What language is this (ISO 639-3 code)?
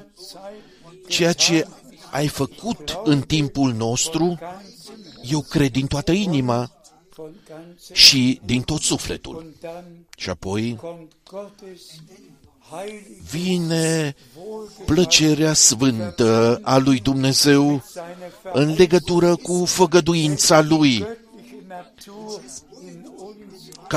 ron